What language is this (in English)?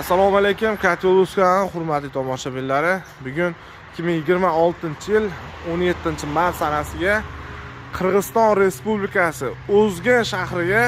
Uzbek